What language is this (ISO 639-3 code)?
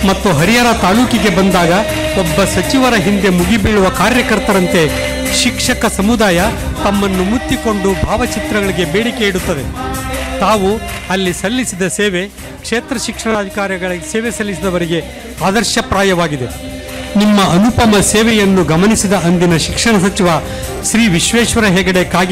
kan